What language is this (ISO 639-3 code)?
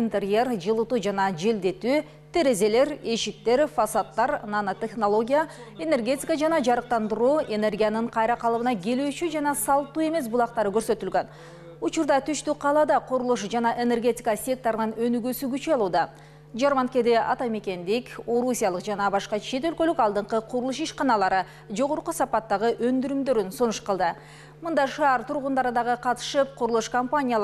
kir